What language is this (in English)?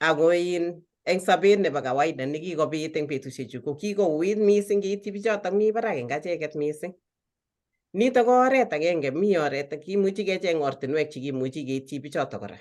Kalenjin